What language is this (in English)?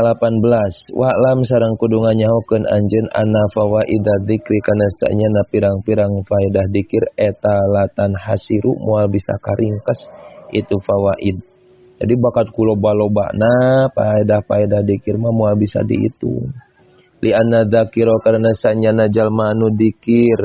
Sundanese